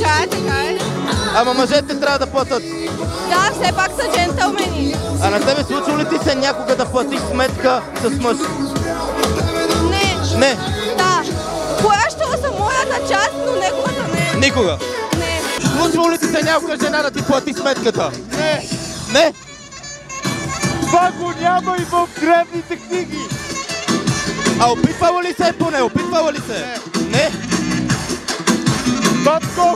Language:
Bulgarian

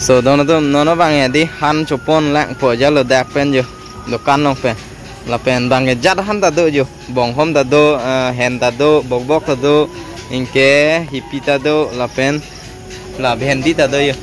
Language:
Karbi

